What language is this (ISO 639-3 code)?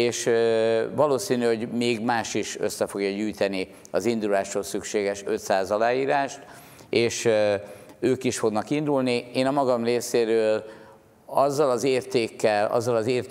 hun